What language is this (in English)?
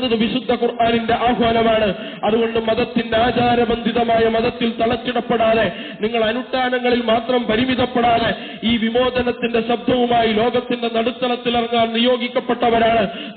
Malayalam